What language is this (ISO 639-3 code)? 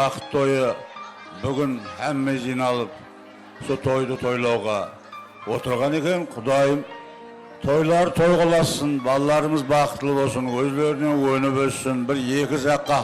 kaa